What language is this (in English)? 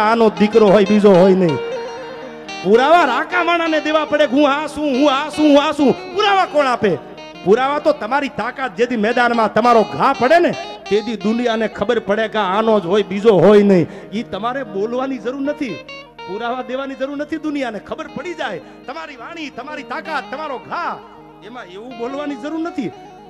Gujarati